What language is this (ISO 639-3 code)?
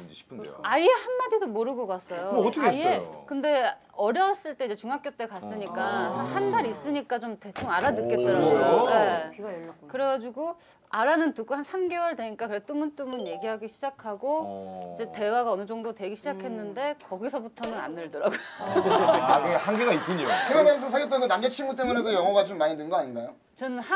kor